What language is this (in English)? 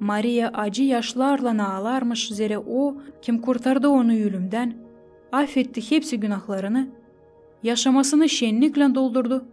Gagauz